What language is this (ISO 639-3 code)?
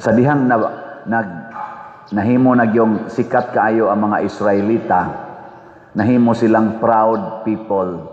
ceb